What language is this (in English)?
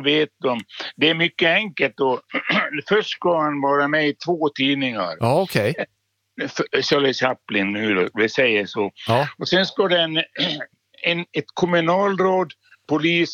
Swedish